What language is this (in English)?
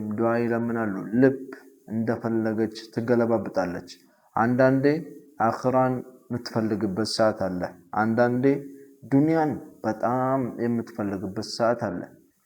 Amharic